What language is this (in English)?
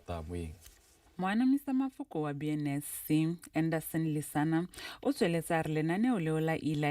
Tswana